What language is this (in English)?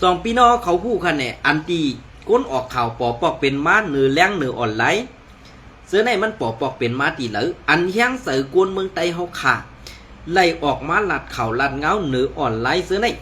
Shan